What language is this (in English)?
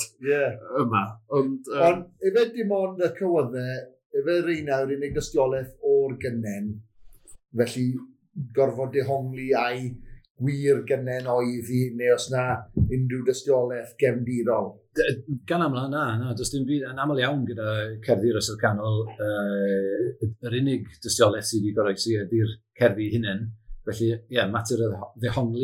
Welsh